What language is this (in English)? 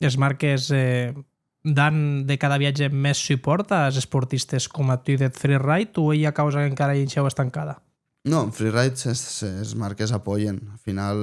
Occitan